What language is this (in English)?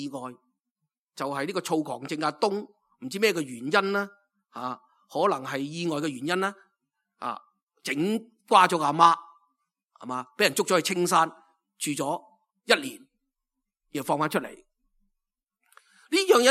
Cantonese